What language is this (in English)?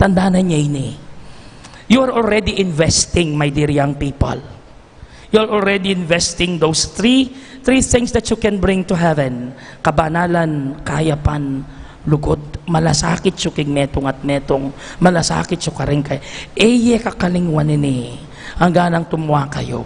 Pampanga